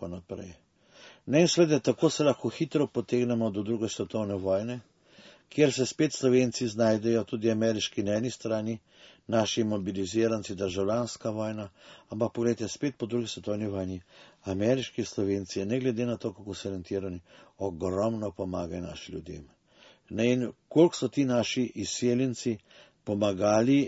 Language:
Slovenian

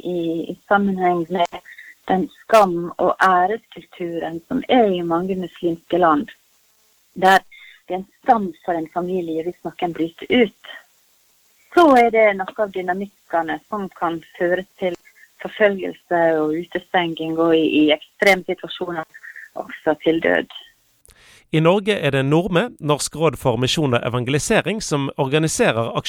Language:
Norwegian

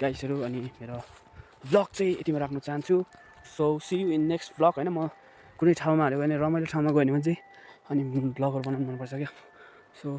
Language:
Nepali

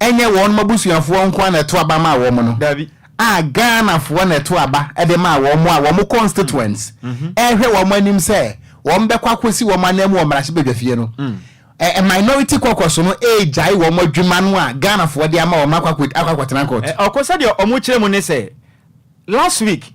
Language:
Akan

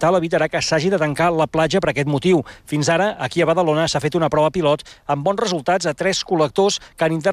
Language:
Catalan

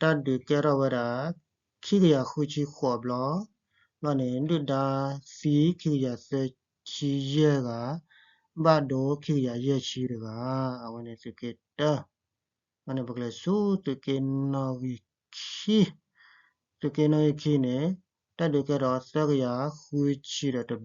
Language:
S'gaw Karen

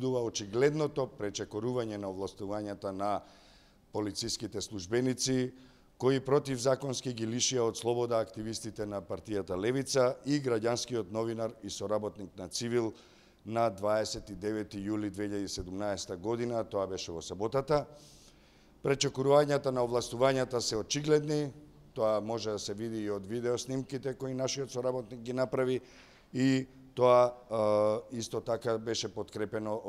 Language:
Macedonian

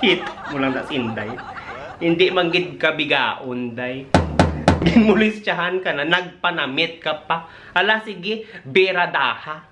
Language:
Hiligaynon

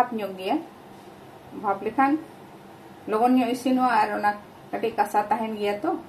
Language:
Santali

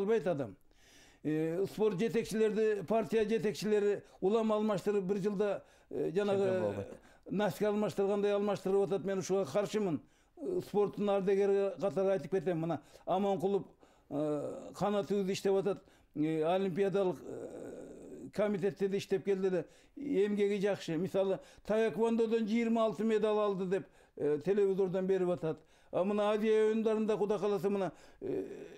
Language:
Kyrgyz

